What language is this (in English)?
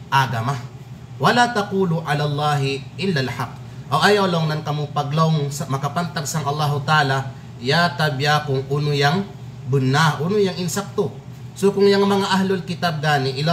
Kalagan